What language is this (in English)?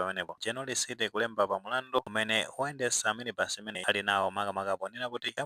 Nyanja